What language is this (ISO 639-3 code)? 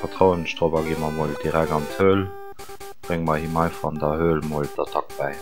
ltz